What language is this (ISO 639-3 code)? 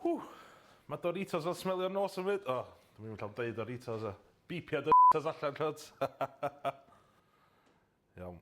cym